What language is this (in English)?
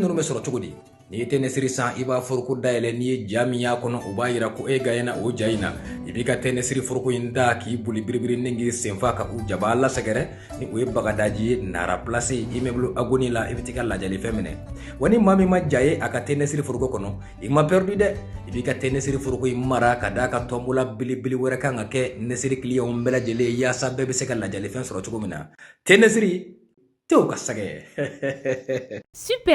Bambara